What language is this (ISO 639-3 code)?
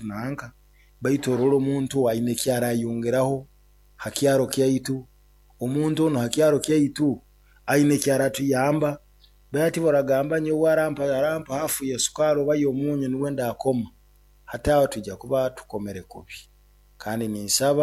nyo